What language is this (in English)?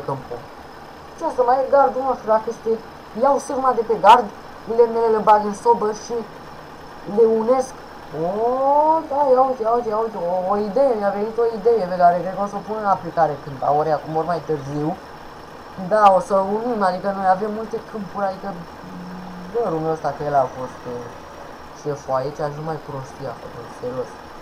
Romanian